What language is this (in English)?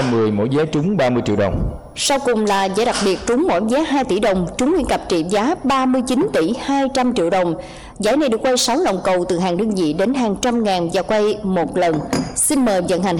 Vietnamese